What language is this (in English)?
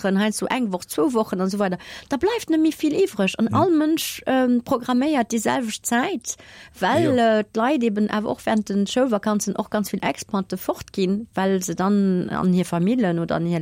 Luxembourgish